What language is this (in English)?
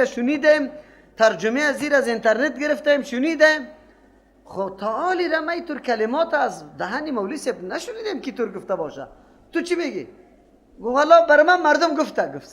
Persian